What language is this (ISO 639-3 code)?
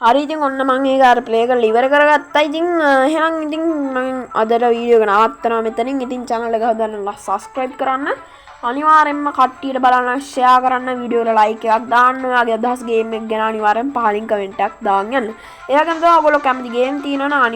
sin